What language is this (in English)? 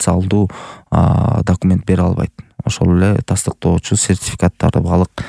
Kyrgyz